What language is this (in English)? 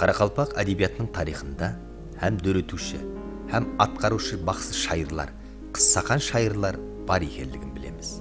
Kara-Kalpak